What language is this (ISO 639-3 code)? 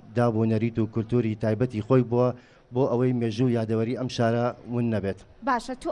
ckb